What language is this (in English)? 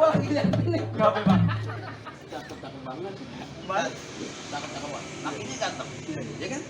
Betawi